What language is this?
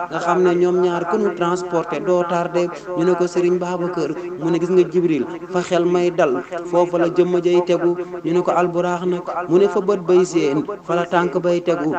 Wolof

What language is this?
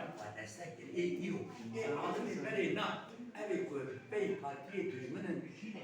Kurdish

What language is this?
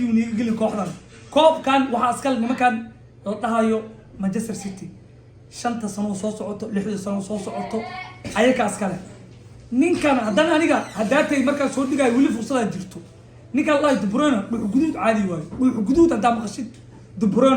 Somali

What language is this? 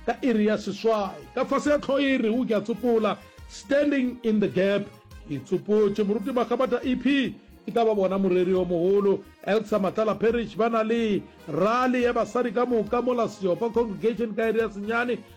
Northern Sotho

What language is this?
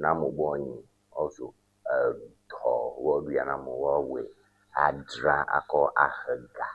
Ewe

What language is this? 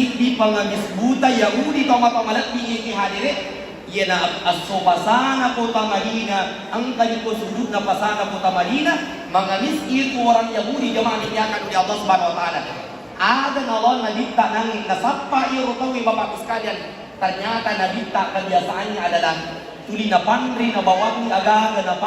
Buginese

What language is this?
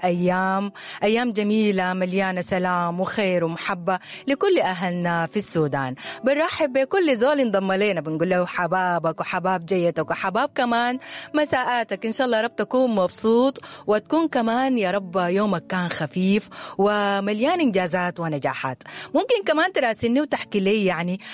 Sudanese Arabic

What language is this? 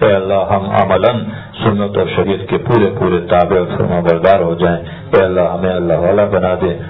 Urdu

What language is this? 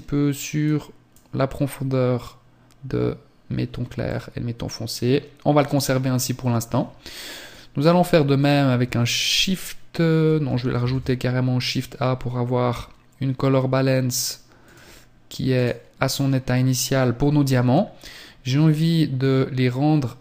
French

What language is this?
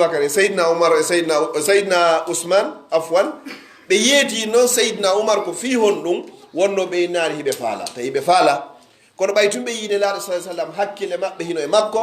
Pular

